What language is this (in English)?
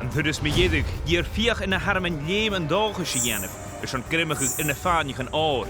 Scottish Gaelic